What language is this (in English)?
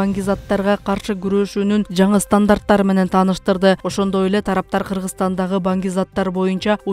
Kyrgyz